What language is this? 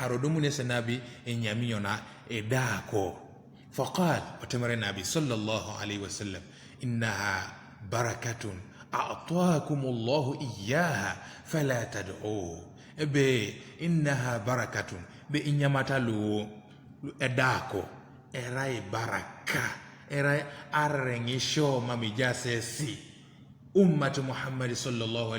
Teso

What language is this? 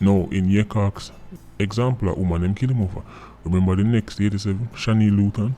Jamaican Creole English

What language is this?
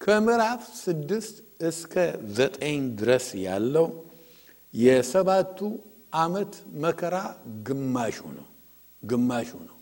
Amharic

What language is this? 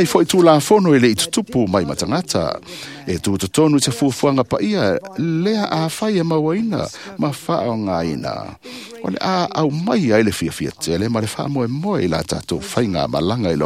Samoan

